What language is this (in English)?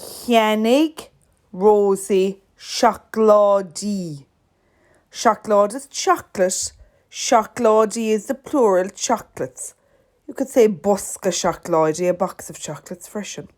Irish